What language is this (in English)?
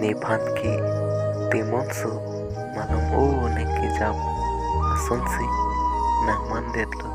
Karbi